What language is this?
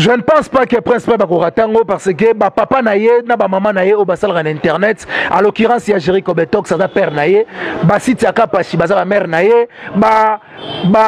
Lingala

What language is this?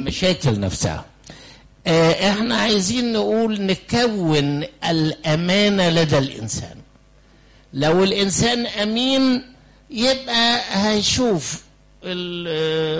Egyptian Arabic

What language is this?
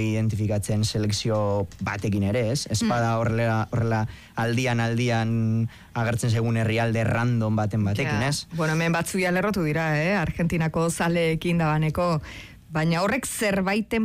Basque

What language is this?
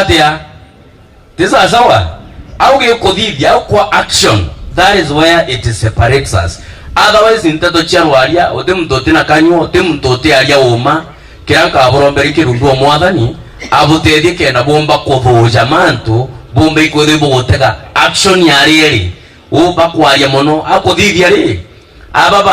Meru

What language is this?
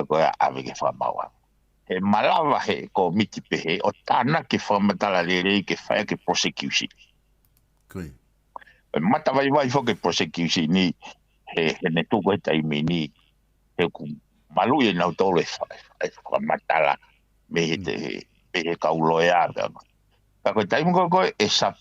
Tongan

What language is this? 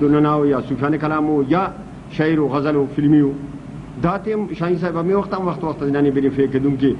Brahui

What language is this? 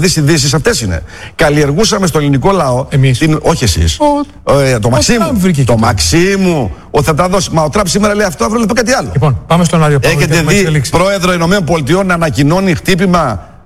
Greek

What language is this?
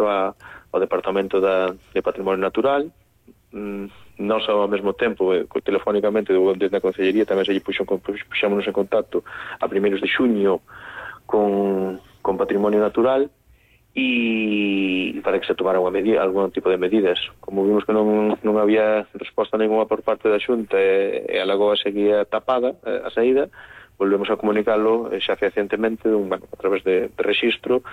Galician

